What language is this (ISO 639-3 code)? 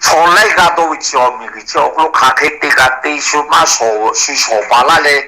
lhu